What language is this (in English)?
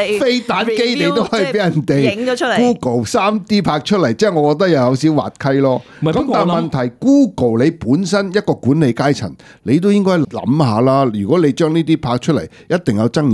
Cantonese